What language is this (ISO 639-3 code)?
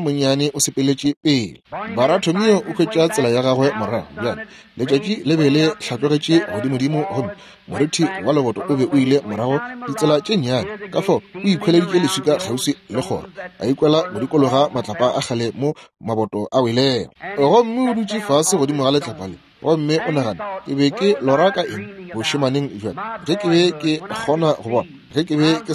nso